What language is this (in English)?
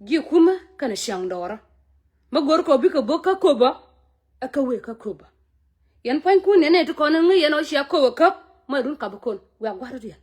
Nuer